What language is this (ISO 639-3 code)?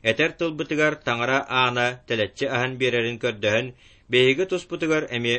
sah